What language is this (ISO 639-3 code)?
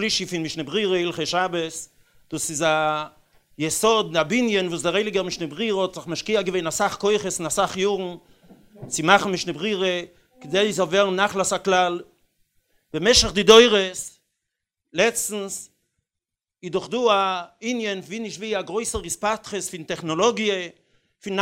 yid